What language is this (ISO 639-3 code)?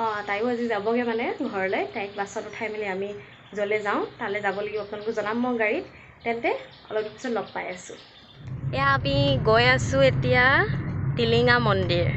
asm